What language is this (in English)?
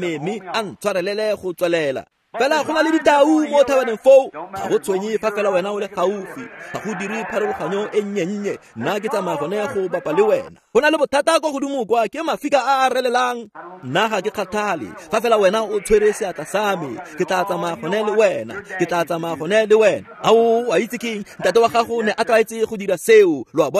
Tswana